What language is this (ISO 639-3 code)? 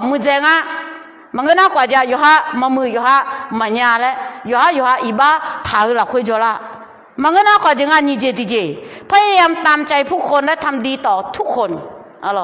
ahk